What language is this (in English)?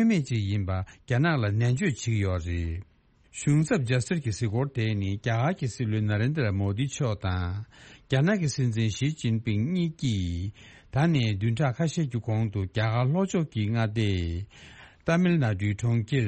Tibetan